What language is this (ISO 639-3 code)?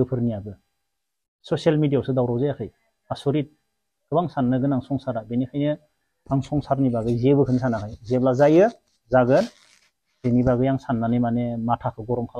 brx